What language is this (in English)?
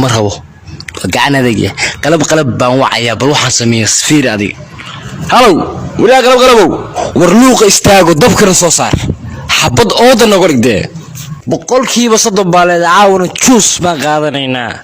Somali